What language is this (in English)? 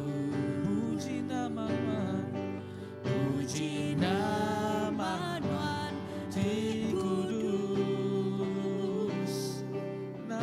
Iban